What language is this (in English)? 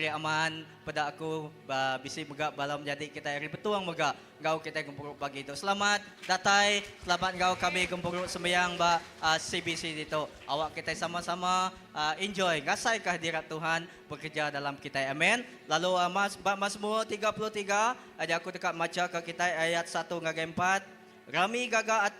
Iban